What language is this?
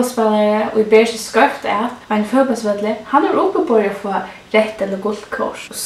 Faroese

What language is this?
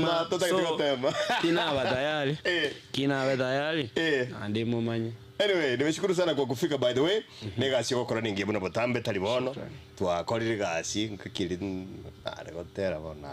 Gusii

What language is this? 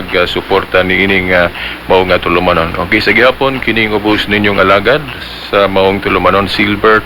Cebuano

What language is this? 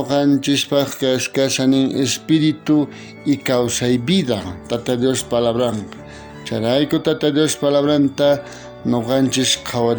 South Bolivian Quechua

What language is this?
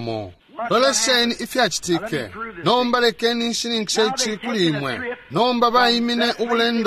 Bemba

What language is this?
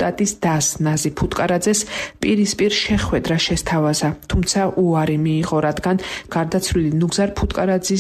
Georgian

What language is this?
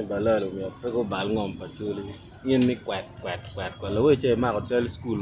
Acoli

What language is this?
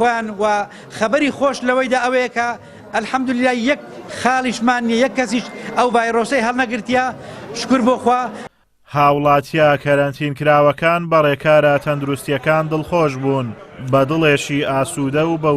Central Kurdish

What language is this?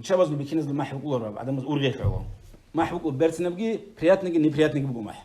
Avaric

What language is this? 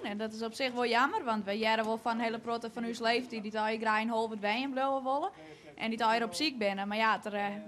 Western Frisian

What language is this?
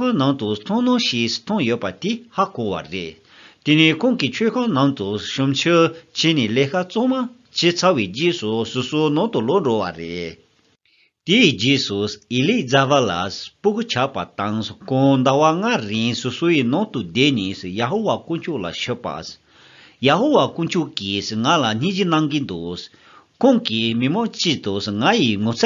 Tibetan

